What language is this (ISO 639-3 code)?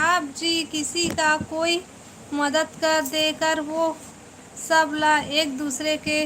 hne